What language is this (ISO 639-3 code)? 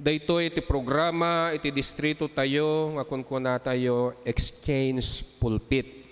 ilo